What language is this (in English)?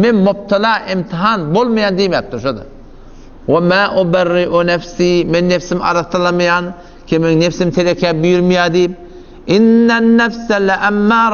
Turkmen